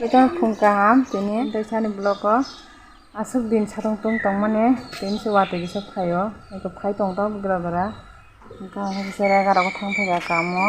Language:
Kok Borok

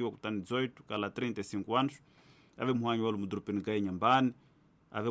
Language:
Tsonga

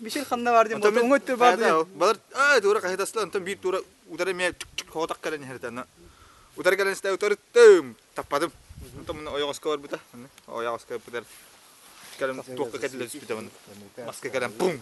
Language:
Yakut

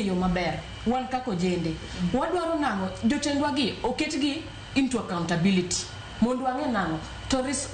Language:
Luo (Kenya and Tanzania)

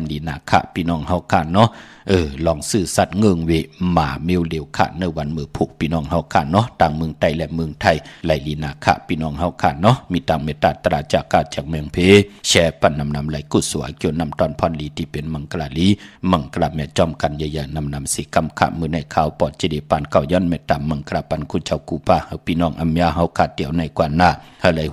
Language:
Shan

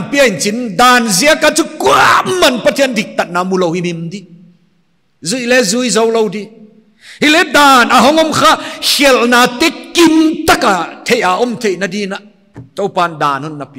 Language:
Paite Chin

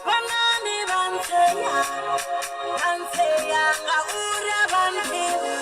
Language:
Venda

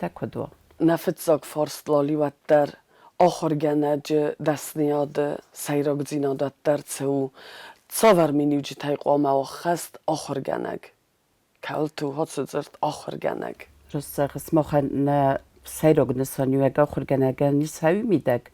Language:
Ossetic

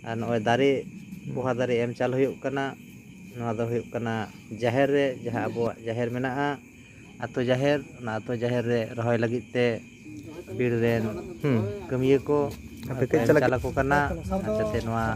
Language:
Santali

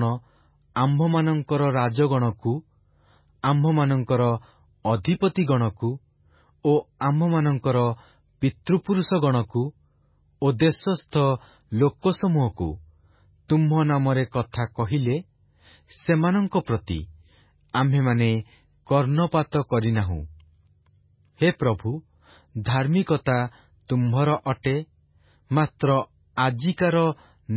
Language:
Odia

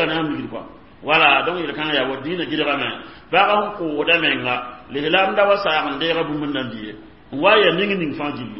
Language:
Mossi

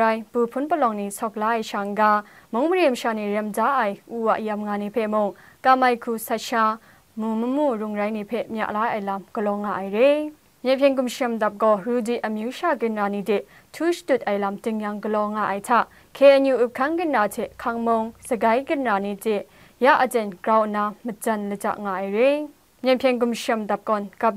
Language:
Kachin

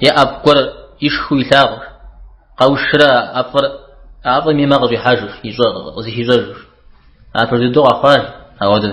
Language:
Kabardian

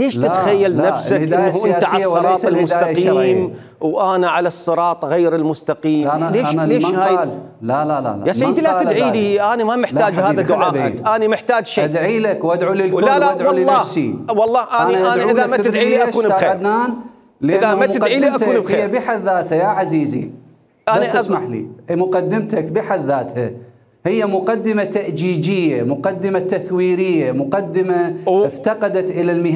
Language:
Mesopotamian Arabic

